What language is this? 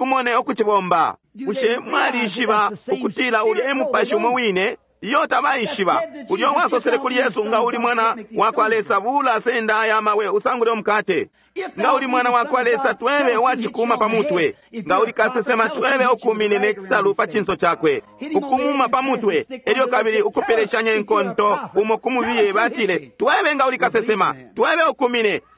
Bemba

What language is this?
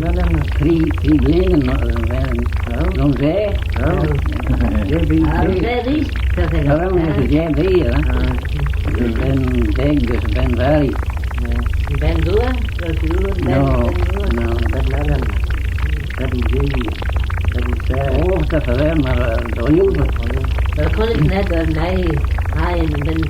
Manx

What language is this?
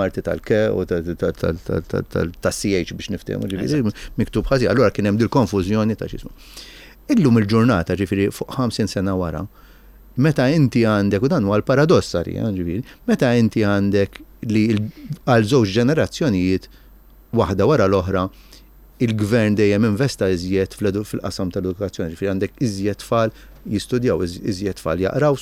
Maltese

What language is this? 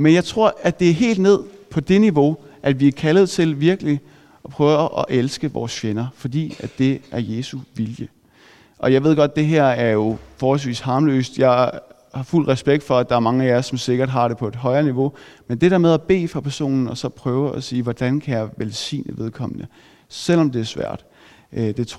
Danish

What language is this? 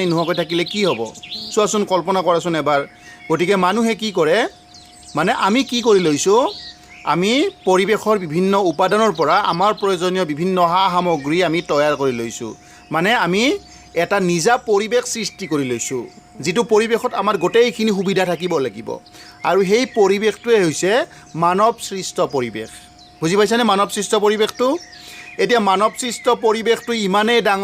Assamese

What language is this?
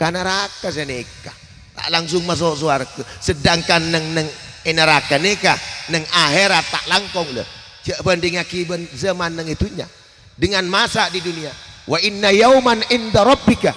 Madurese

